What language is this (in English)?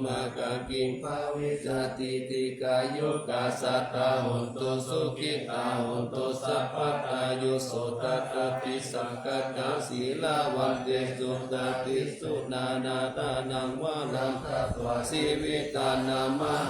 Pali